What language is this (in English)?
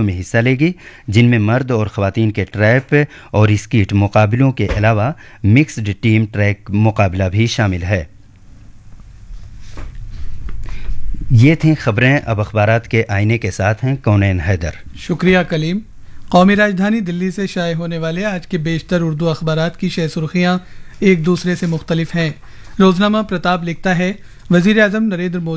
Urdu